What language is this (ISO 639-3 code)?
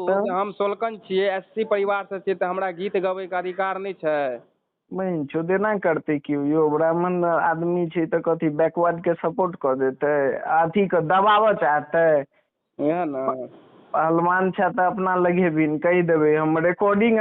mai